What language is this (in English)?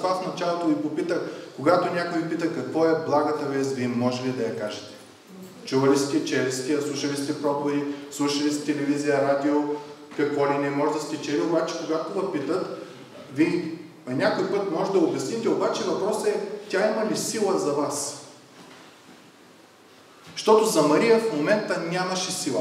Bulgarian